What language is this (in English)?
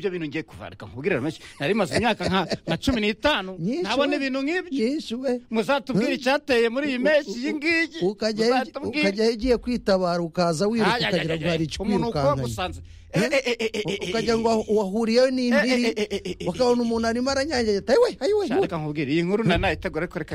Kinyarwanda